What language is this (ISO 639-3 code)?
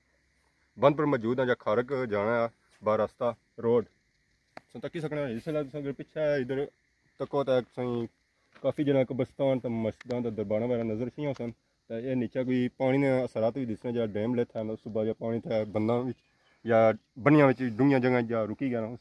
phr